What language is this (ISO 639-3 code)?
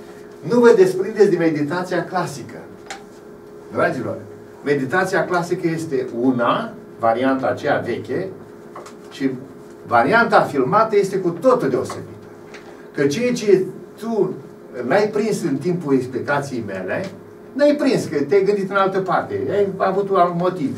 ron